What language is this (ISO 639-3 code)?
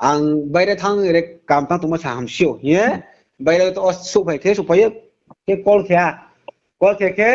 ria